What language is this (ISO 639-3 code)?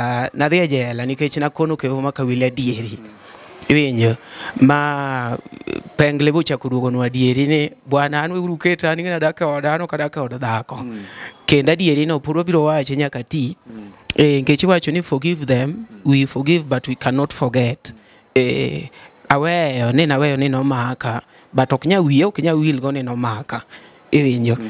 luo